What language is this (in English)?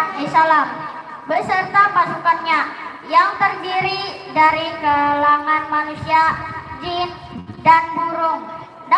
Banjar